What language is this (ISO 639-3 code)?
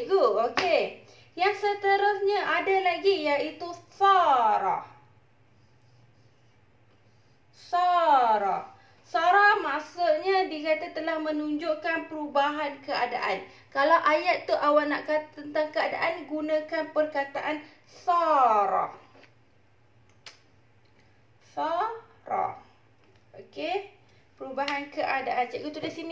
msa